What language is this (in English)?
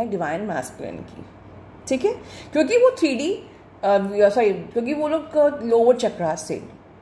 Hindi